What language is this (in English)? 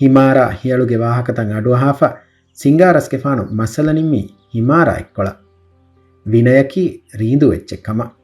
Divehi